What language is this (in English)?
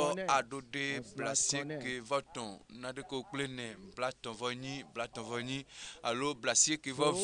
Ewe